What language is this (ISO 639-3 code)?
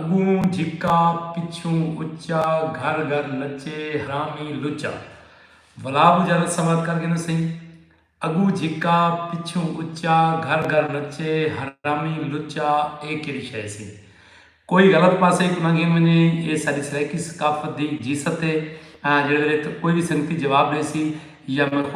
skr